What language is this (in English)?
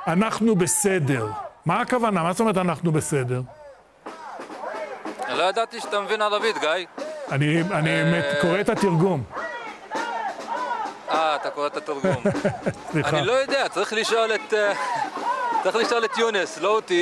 Hebrew